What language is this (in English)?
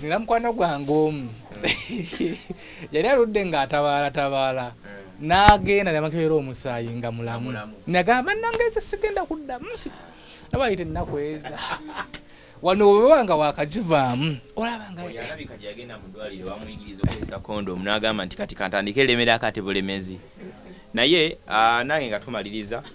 Ganda